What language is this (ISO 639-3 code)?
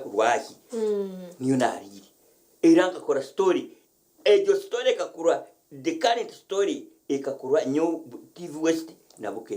nyn